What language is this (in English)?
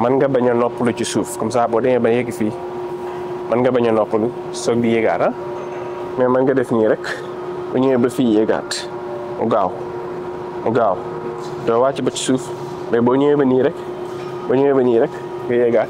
Wolof